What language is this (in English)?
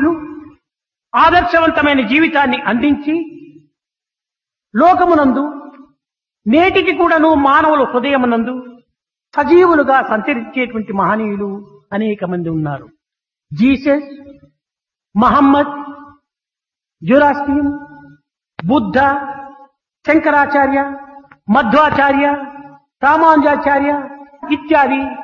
Telugu